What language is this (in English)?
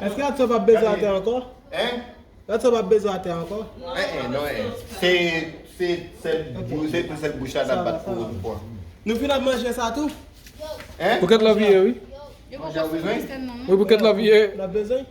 Haitian Creole